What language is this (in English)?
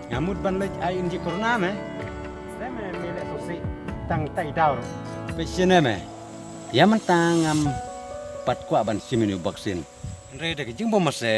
Khasi